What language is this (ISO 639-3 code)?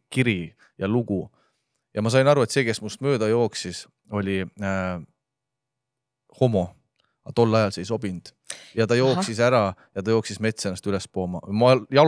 est